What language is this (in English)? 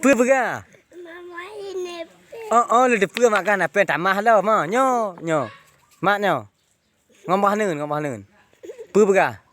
Achinese